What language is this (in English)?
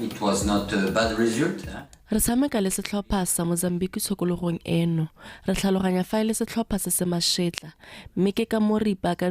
Tswana